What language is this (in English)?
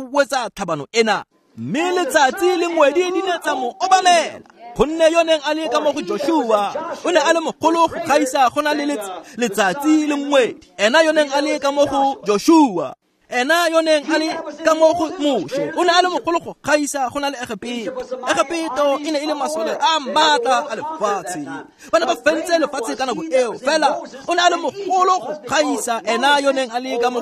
Tswana